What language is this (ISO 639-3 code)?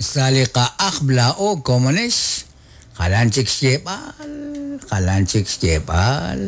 kek